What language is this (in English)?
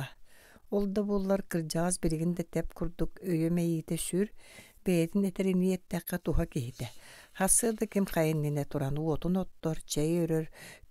Yakut